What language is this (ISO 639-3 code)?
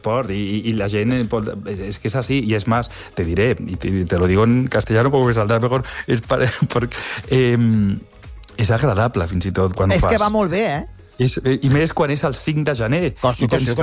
cat